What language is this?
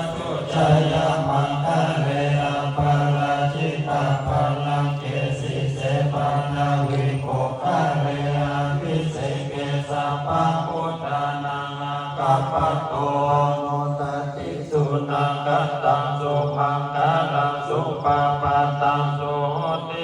Pali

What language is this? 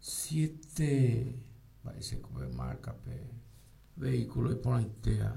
Guarani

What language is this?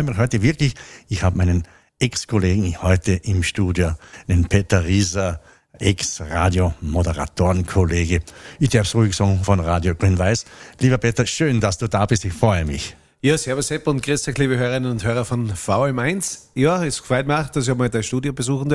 German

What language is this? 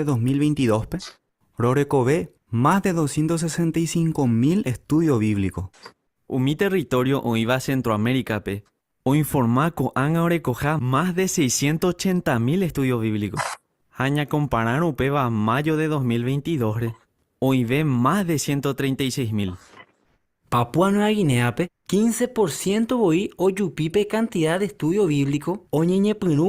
Guarani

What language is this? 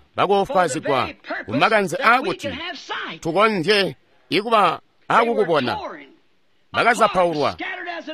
Tonga (Zambia)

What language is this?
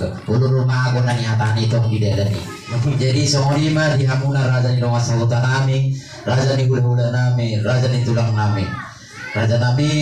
Batak Toba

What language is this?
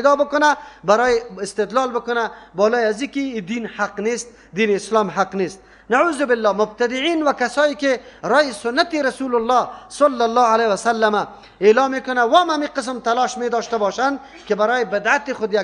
Persian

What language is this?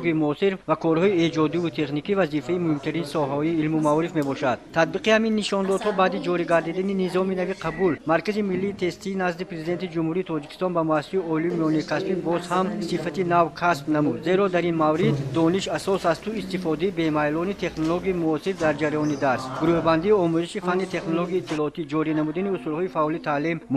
Tajik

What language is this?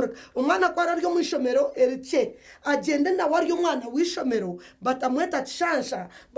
Nyankole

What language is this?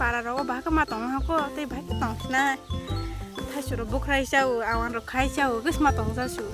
Kok Borok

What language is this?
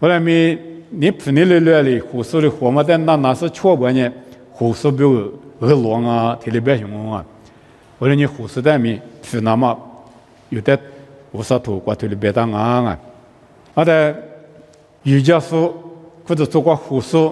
Lisu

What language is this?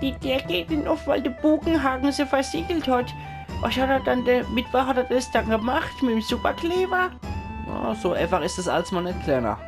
Palatine German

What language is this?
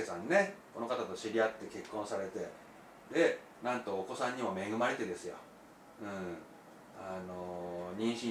Japanese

